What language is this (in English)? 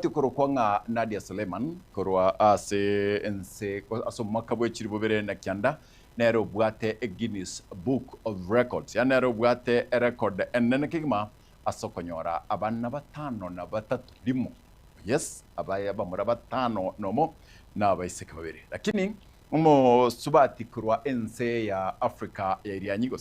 Gusii